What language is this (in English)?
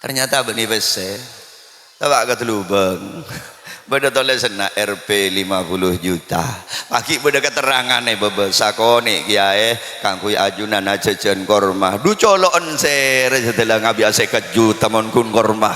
Madurese